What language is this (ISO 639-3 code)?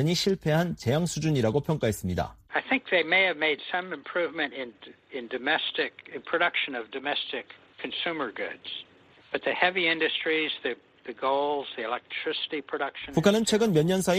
kor